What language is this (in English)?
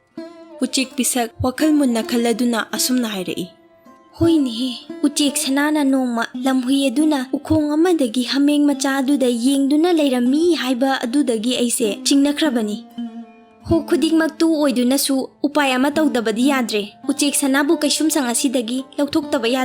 Manipuri